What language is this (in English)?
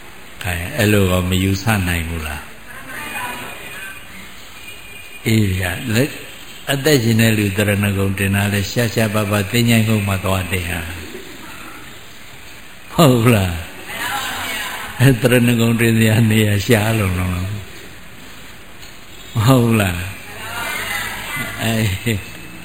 Burmese